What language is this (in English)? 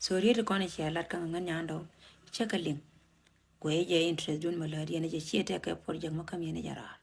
Nuer